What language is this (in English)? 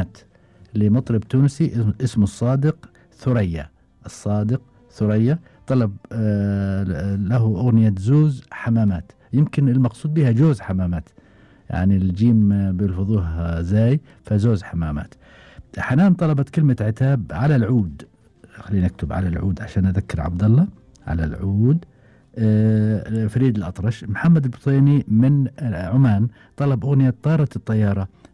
Gulf Arabic